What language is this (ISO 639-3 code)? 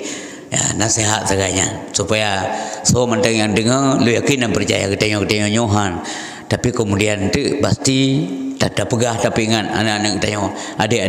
ace